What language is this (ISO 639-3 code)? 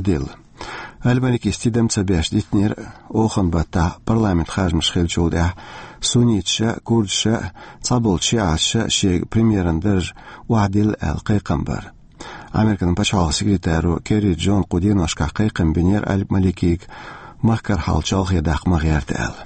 che